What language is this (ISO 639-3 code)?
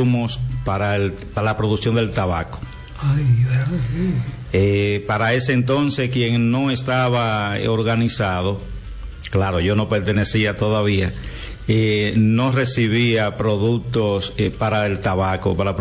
spa